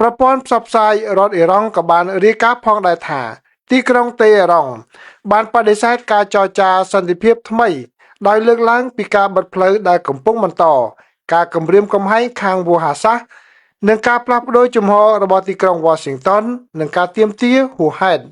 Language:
Khmer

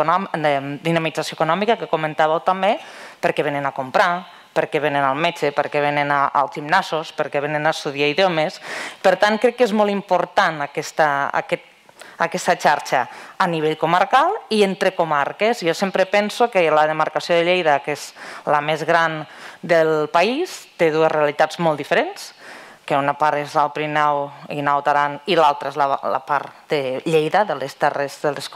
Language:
Catalan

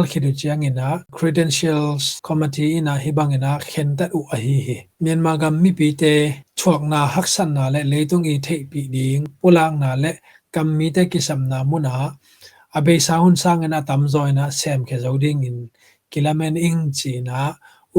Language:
Tedim Chin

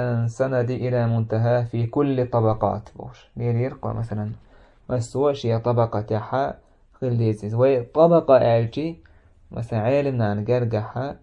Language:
Chechen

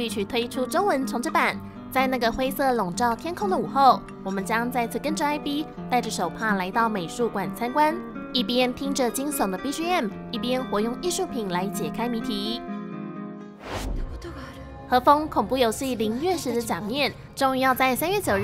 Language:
Chinese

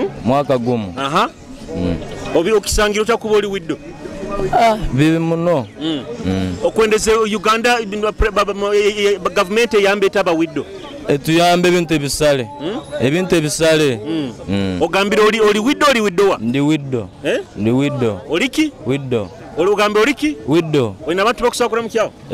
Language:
Nyoro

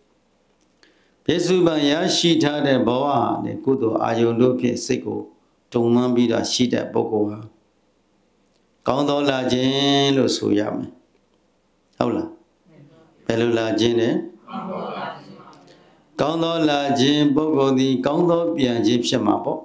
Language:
Burmese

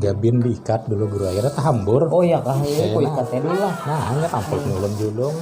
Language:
Banjar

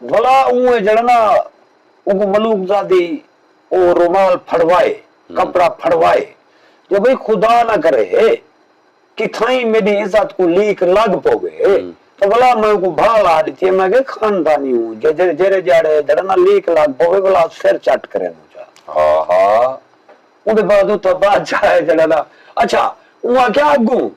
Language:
Saraiki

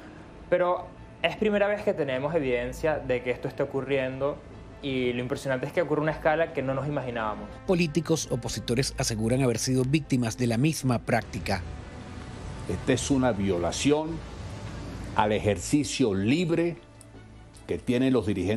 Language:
Spanish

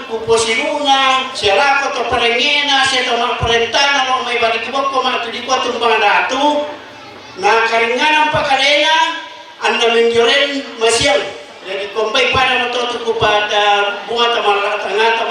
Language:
Toraja-Sa'dan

